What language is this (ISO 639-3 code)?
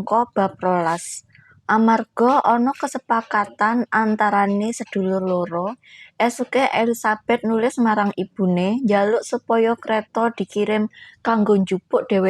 jav